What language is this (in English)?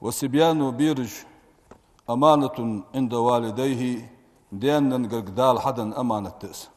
Ingush